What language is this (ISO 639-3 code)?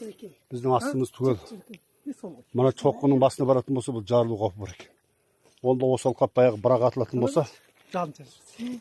kaz